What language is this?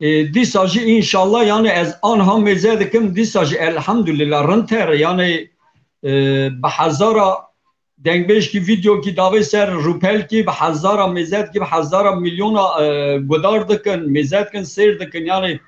Kurdish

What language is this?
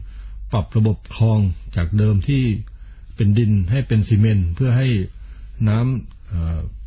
Thai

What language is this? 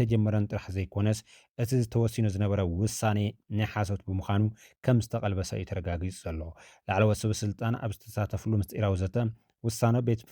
Tigrinya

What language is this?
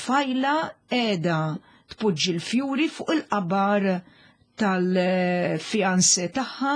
Maltese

